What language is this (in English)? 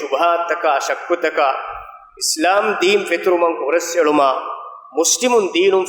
Divehi